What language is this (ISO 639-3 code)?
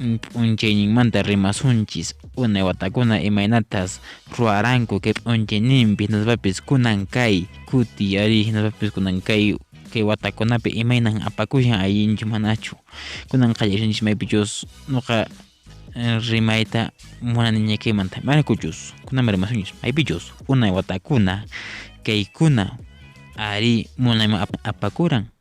que